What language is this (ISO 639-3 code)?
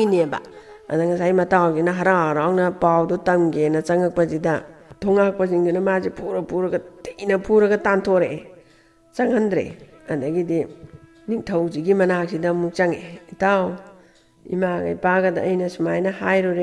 mni